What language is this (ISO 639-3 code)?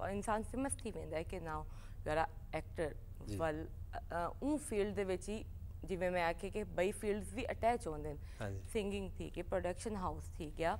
skr